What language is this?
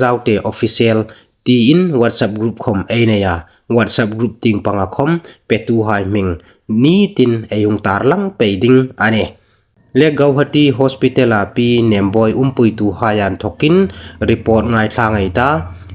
Hmar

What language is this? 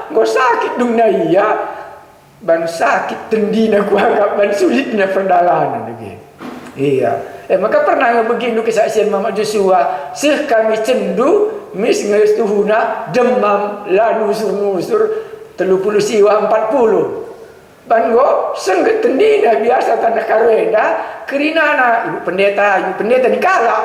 Batak Karo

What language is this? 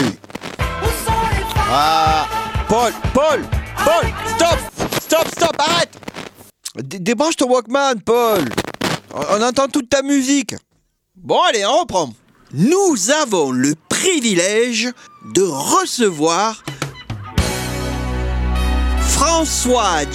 French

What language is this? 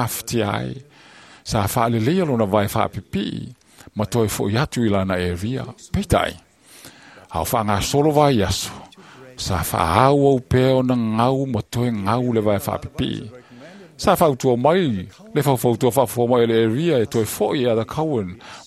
Samoan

